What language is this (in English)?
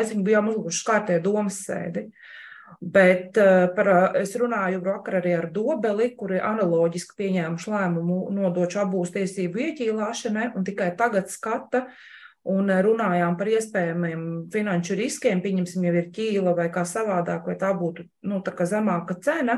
Latvian